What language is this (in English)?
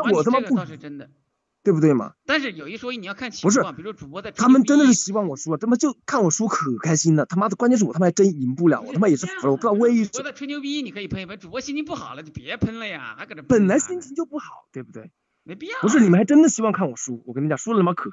Chinese